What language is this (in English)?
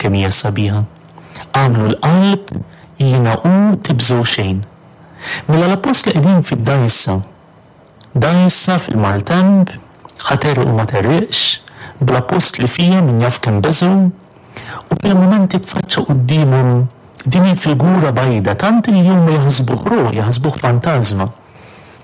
Maltese